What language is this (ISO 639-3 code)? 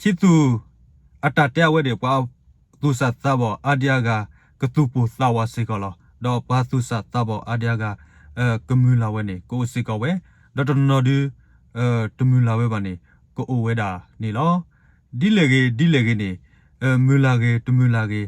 ksw